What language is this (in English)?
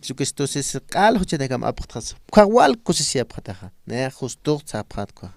Aymara